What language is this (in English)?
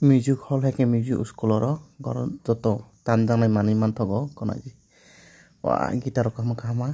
Kok Borok